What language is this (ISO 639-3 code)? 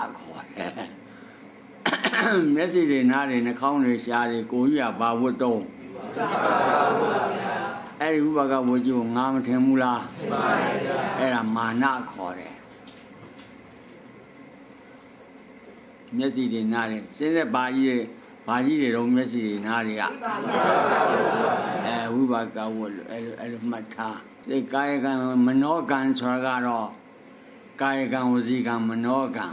mya